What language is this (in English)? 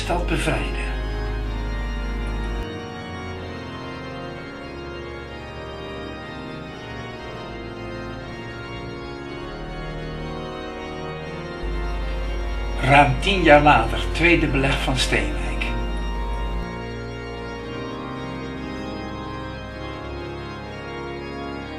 Dutch